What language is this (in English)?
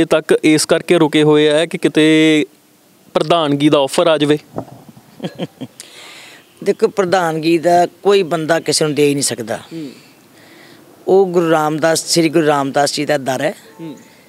Punjabi